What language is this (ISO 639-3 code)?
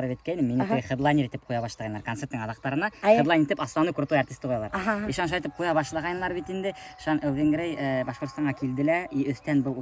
bak